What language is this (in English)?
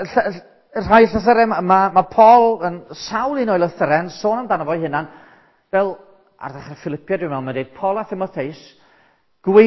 Welsh